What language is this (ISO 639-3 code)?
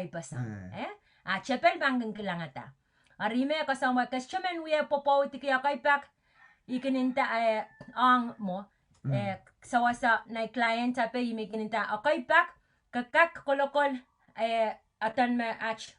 pon